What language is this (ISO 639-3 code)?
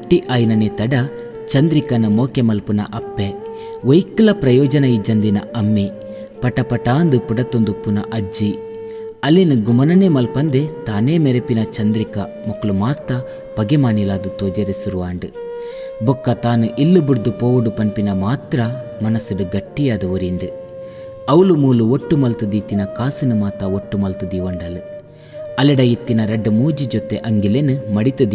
tcy